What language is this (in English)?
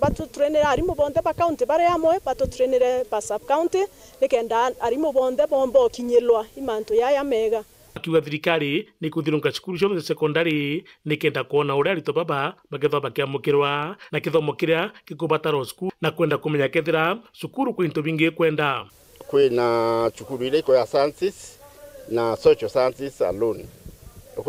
Meru